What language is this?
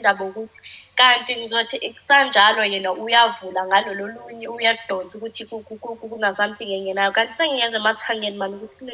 Zulu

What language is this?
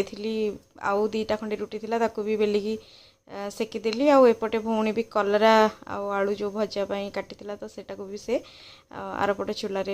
Odia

